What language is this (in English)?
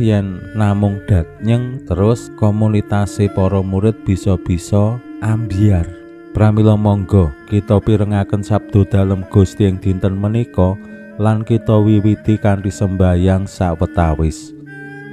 Javanese